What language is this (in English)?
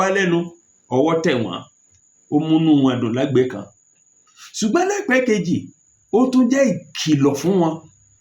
Yoruba